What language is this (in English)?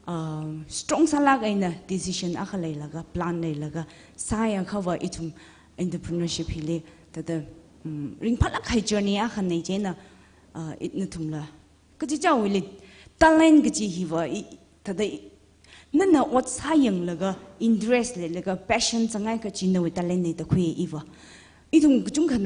Tangkhul Naga (India)